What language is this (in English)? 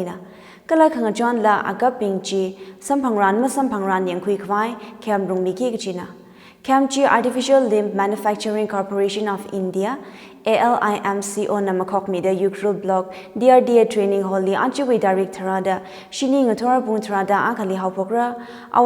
Tangkhul Naga (India)